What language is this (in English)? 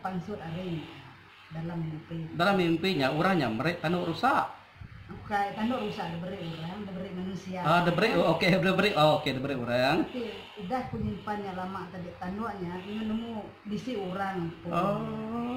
Iban